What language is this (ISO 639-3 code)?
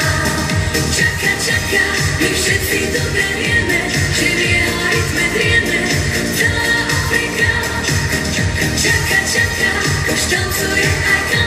slk